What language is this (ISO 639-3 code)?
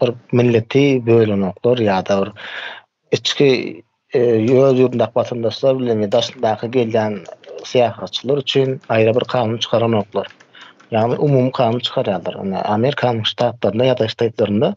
tuk